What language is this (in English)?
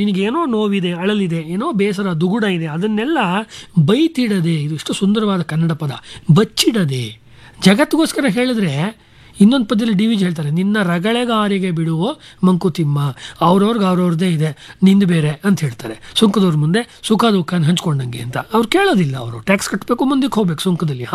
Kannada